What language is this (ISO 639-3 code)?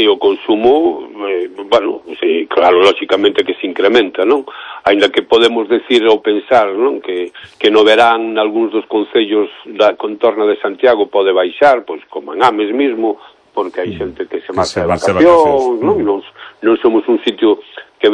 glg